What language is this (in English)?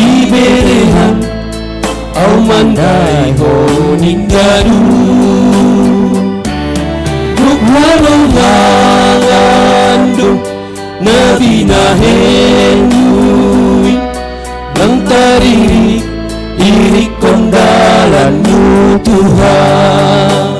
Batak Simalungun